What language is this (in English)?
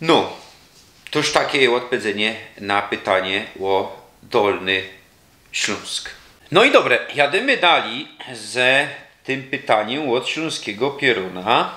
Silesian